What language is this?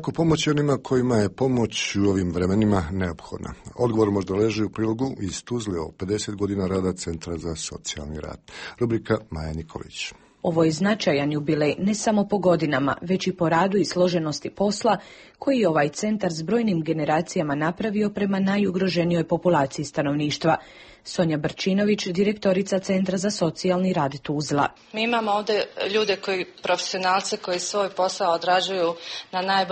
Bosnian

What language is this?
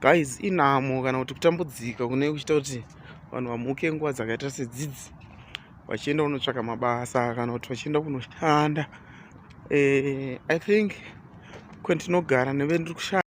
Shona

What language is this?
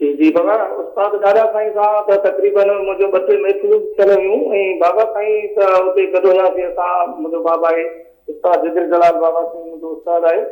Sindhi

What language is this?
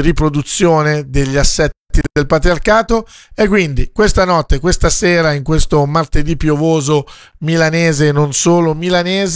Italian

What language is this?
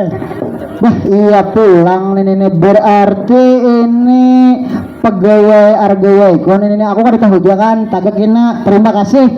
Banjar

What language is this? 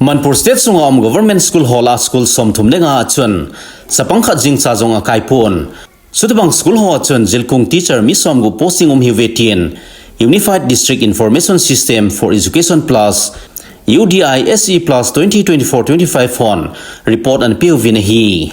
Thado Chin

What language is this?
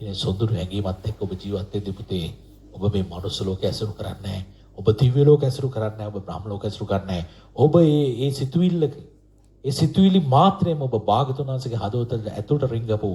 Sinhala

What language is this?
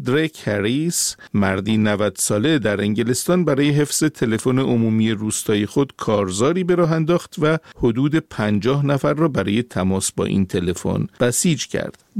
Persian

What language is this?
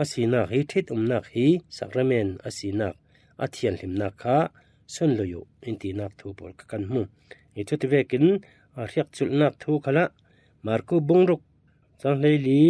Falam Chin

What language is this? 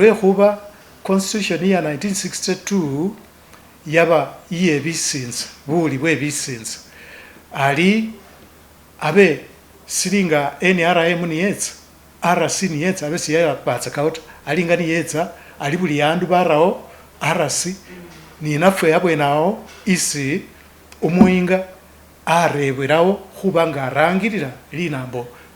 Masaaba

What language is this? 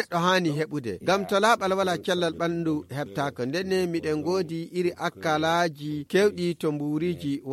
Nigerian Fulfulde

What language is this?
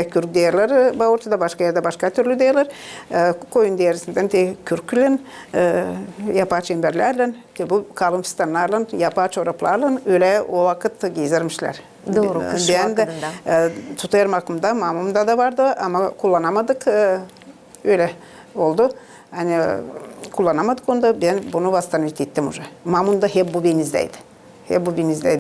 Gagauz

